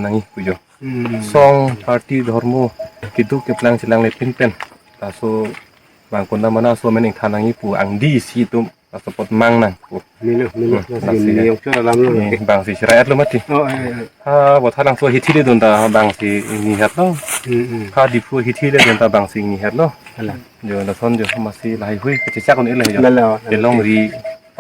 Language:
Karbi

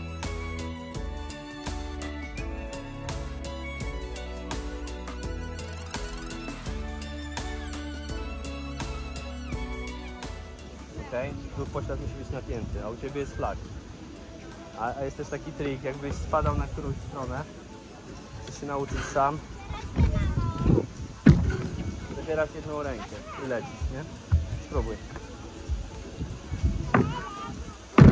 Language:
Polish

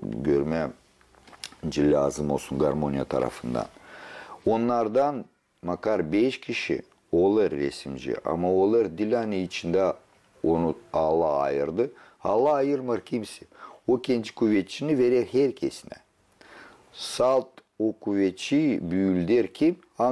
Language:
Gagauz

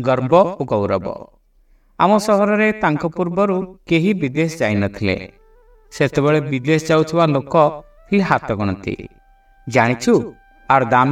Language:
Odia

